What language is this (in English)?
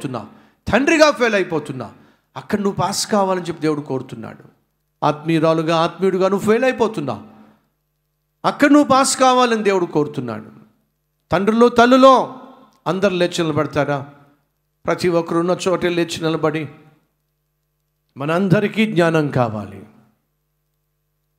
Telugu